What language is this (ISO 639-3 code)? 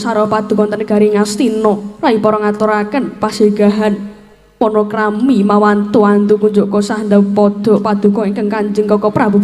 jav